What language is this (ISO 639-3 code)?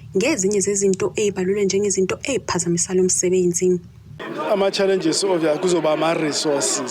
zul